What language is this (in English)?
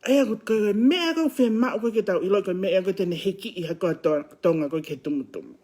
Tongan